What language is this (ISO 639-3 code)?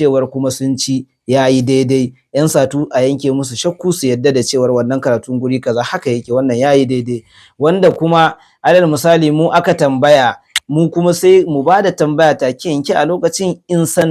hau